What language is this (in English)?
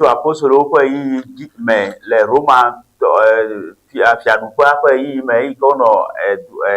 Ewe